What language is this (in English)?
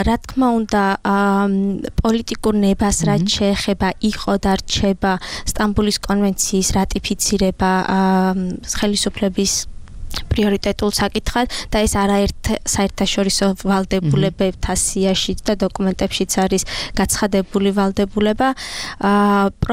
Georgian